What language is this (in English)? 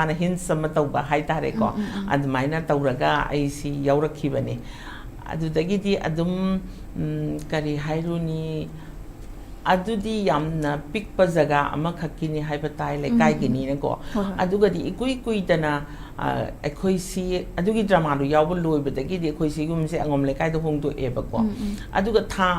Manipuri